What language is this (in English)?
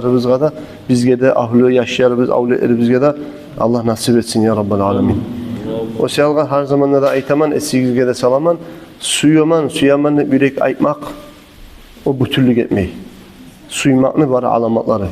Kumyk